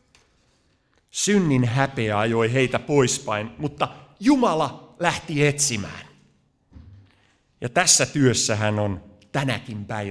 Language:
Finnish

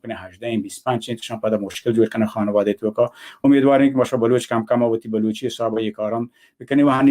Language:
Baluchi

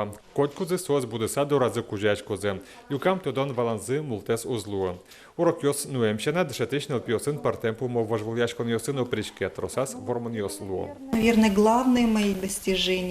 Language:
Udmurt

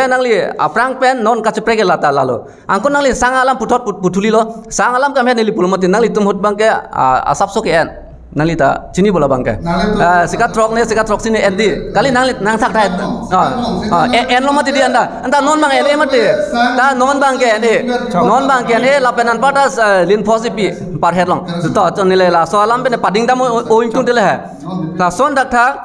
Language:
Karbi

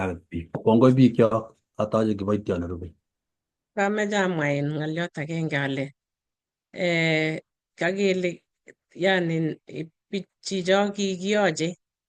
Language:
Kalenjin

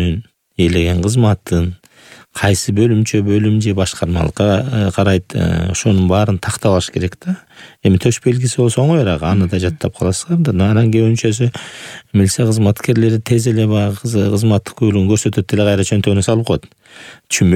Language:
Kyrgyz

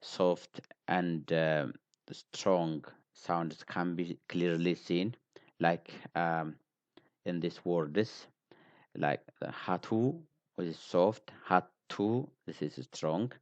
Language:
English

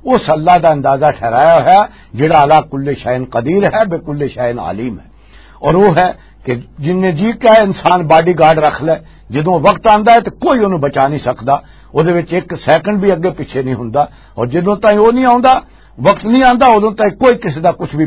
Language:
Western Panjabi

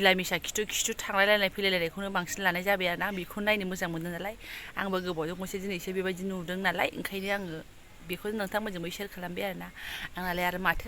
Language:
Bodo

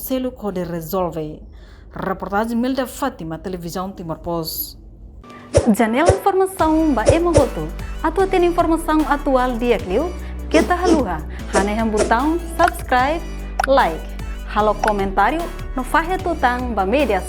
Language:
Tetum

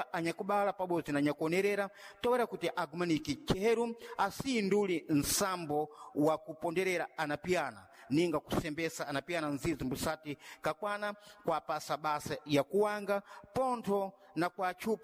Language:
Sena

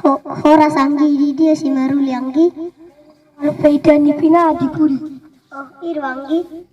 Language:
Batak Toba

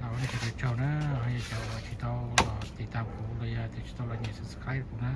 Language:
Hmong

